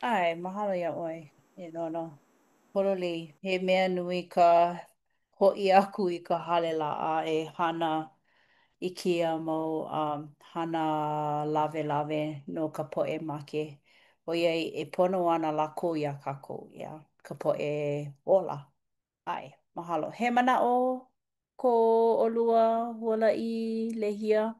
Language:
Hawaiian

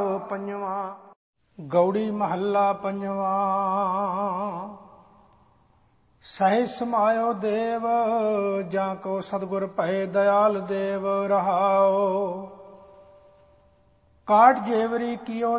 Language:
Punjabi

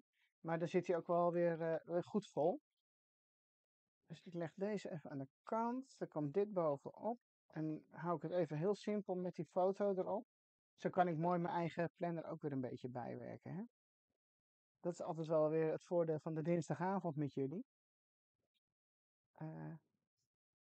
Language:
Dutch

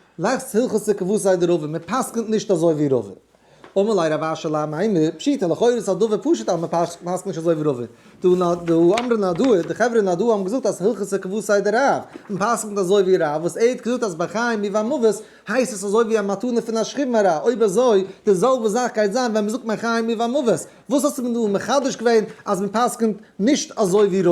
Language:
Yiddish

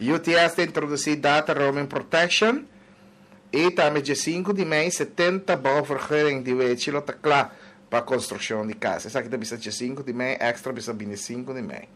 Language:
Papiamento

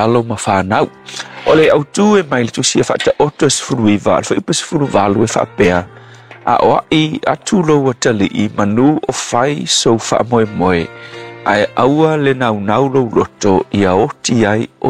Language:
Samoan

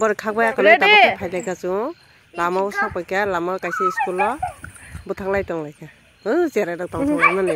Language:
Kok Borok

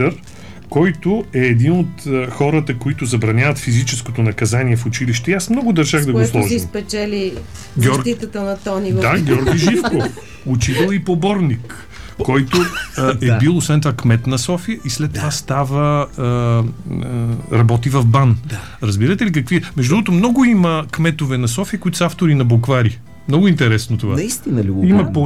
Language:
Bulgarian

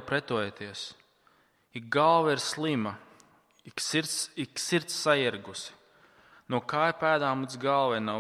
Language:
Latvian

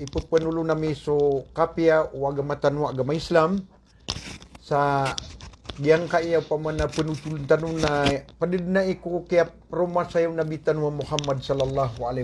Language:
Maranao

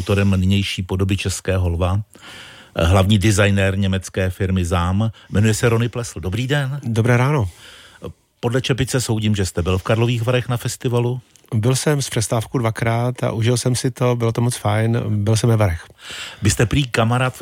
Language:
Czech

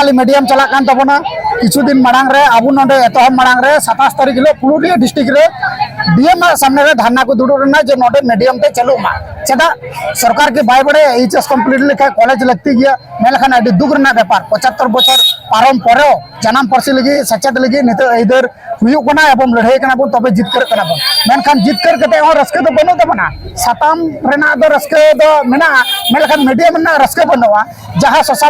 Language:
Santali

